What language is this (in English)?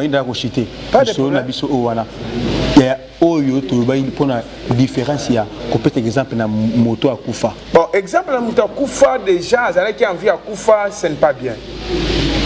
Lingala